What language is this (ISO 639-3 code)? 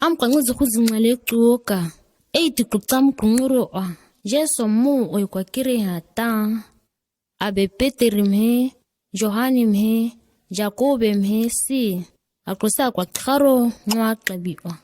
gnk